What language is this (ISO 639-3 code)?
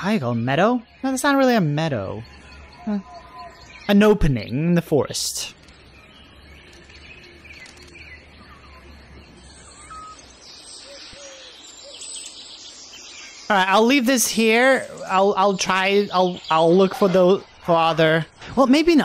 eng